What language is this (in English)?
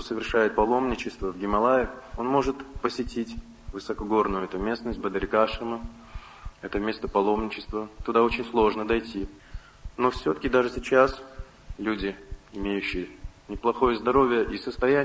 Russian